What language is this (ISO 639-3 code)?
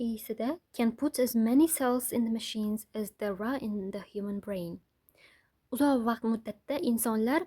uzb